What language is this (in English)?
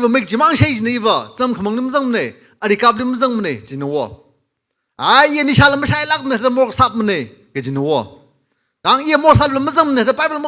Tangkhul Naga (India)